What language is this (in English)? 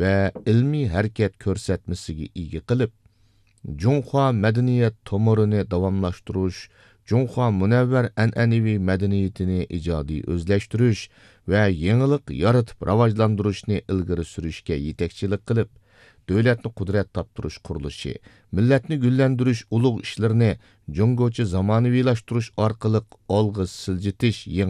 Uyghur